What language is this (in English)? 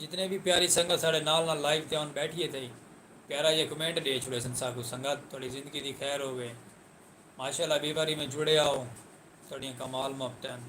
Saraiki